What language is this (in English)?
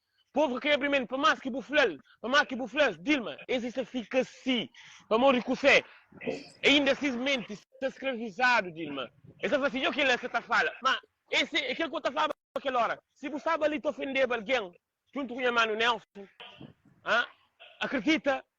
Kabuverdianu